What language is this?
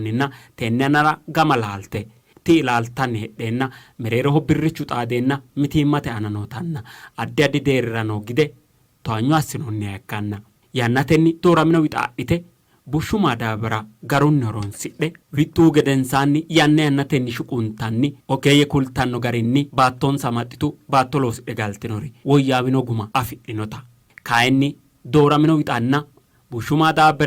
Sidamo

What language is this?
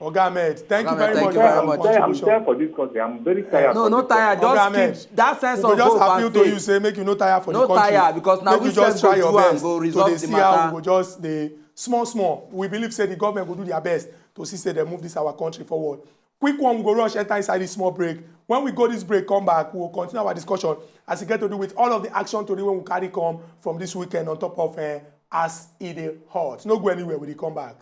Nigerian Pidgin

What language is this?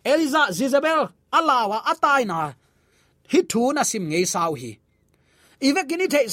Tedim Chin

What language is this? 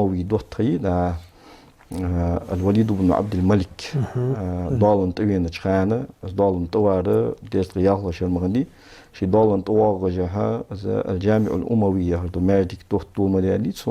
Ingush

